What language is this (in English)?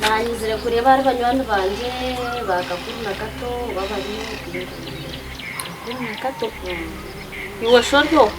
Nyankole